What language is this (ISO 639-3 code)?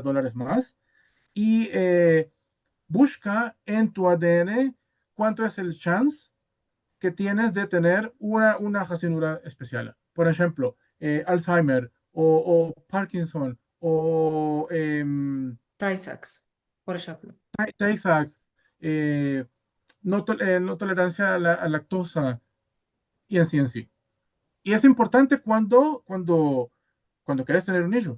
lad